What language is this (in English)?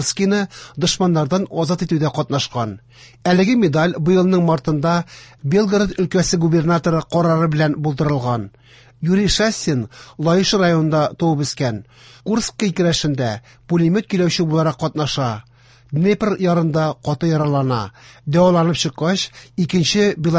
Tatar